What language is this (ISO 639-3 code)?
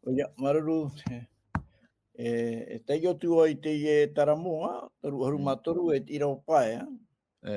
tah